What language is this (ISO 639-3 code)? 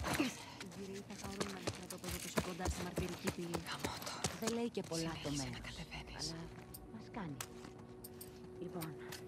ell